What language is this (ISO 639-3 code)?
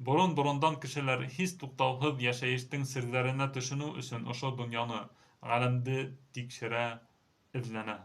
bak